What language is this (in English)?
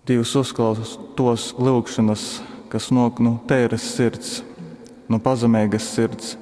Latgalian